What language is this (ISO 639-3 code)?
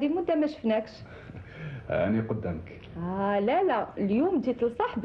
arq